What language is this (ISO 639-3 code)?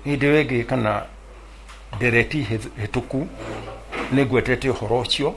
kik